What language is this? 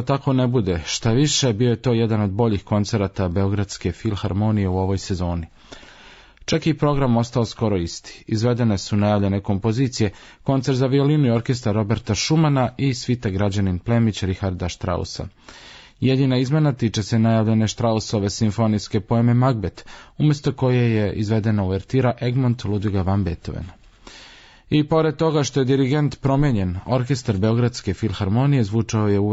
Serbian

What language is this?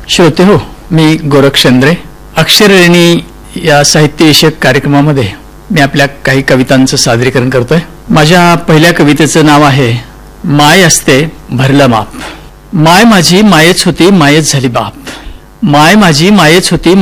Marathi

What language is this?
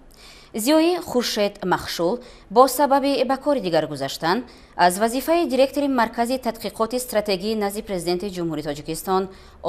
Tajik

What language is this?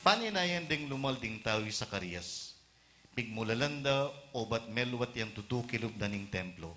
Pampanga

